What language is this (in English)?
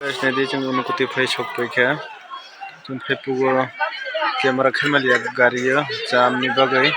Kok Borok